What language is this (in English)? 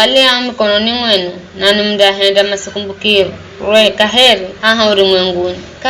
Giryama